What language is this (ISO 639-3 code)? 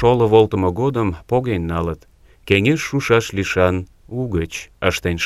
chm